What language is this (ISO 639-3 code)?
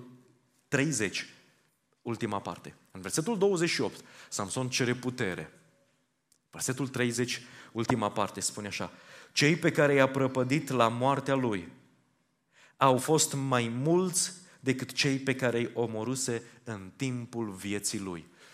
ron